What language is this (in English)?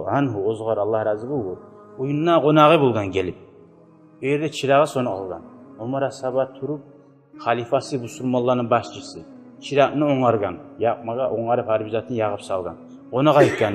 Kumyk